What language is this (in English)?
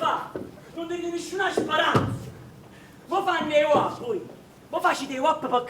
Neapolitan